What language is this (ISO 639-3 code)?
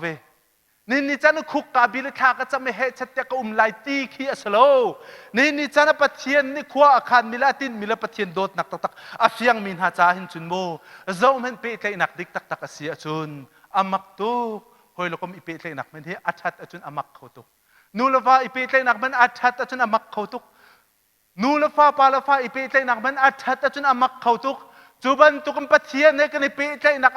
cnh